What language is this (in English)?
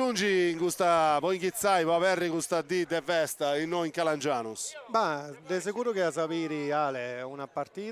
Sardinian